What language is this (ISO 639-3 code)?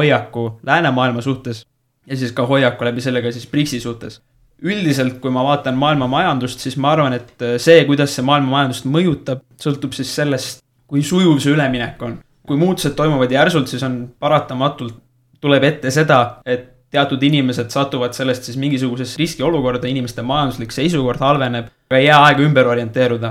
est